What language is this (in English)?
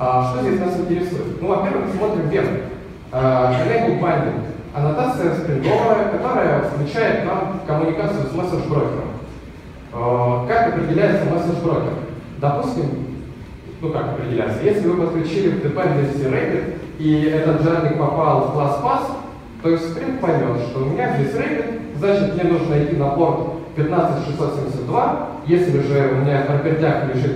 Russian